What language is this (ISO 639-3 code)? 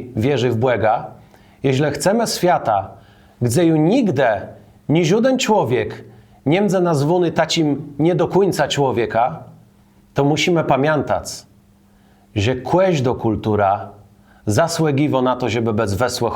csb